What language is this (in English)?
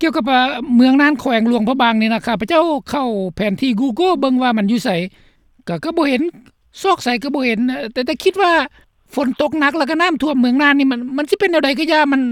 Lao